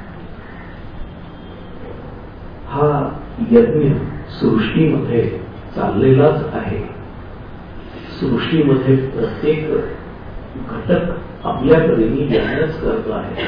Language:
Marathi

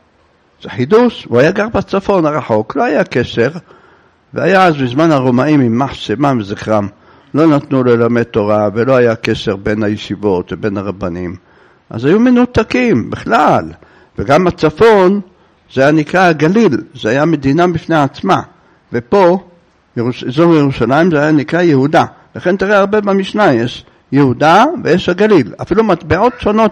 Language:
Hebrew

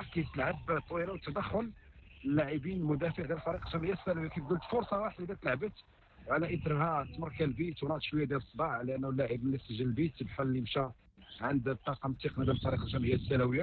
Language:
Moroccan Arabic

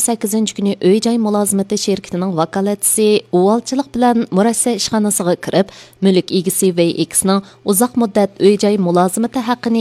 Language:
Uyghur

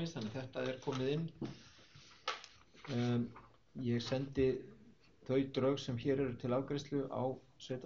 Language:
Icelandic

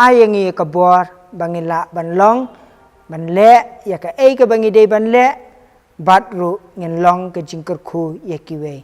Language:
Khasi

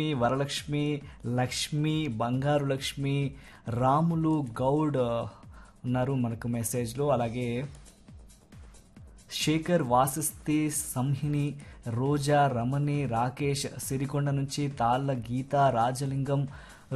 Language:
Telugu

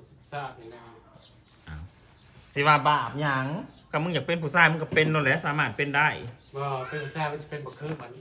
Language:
Northeastern Thai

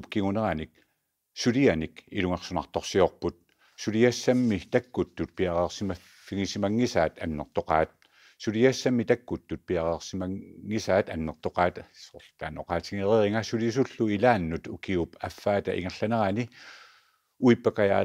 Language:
Kalaallisut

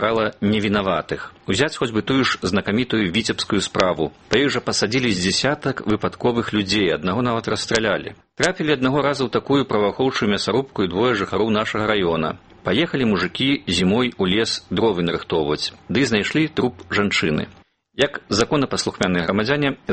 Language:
Belarusian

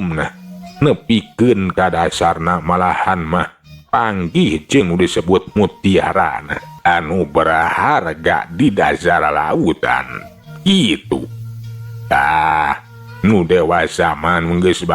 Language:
Sundanese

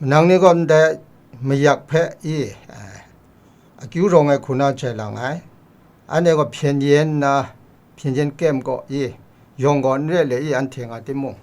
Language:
Kachin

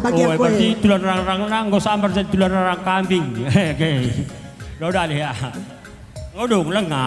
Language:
Batak Karo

